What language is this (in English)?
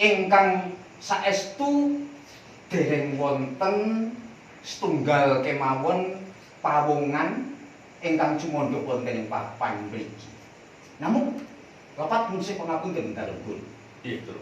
Javanese